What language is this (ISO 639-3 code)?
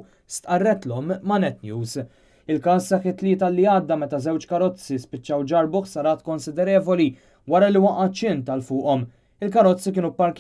mlt